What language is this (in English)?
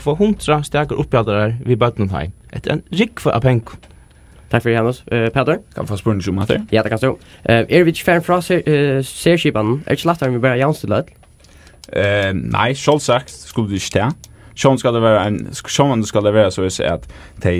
Faroese